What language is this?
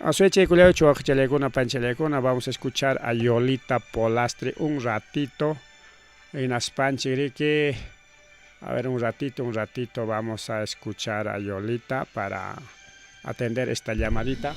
Ayacucho Quechua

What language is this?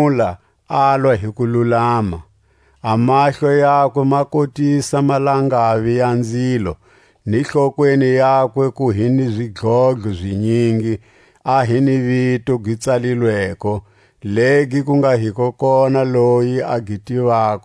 Tswa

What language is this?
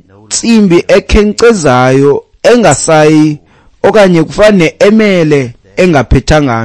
Xhosa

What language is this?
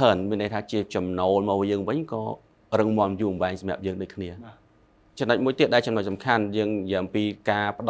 Khmer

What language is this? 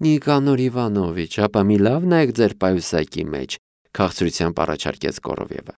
Armenian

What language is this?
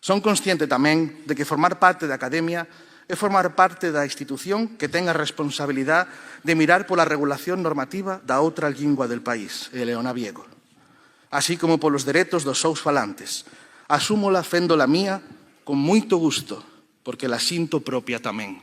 Asturian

